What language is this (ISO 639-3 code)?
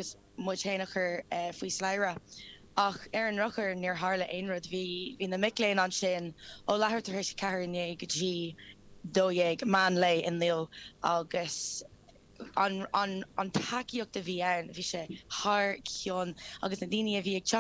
gle